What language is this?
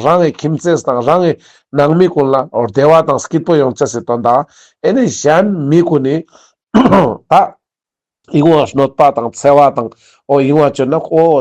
Ladakhi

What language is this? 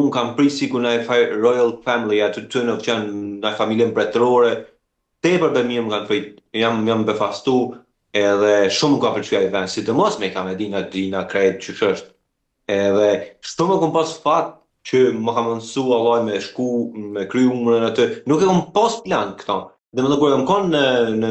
Albanian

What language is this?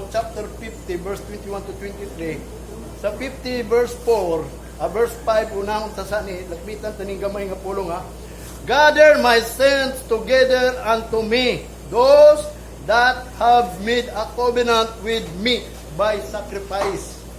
Cebuano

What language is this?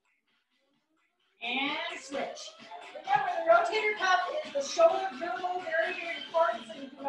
English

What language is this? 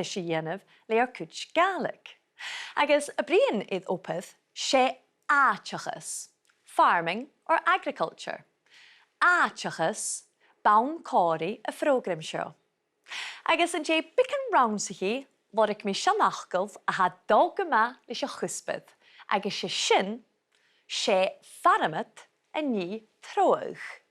Scottish Gaelic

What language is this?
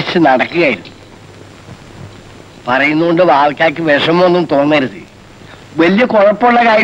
Malayalam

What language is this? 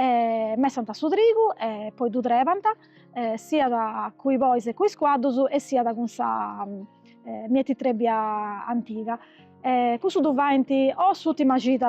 Sardinian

